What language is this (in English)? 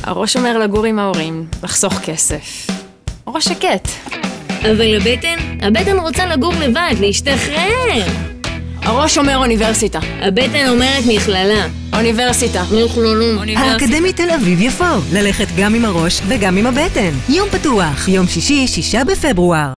Hebrew